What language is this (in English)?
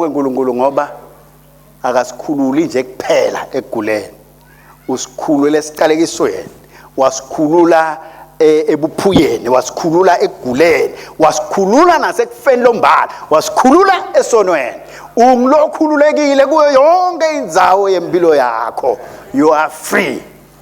Swati